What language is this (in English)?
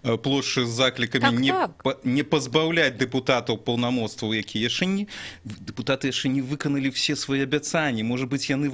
Belarusian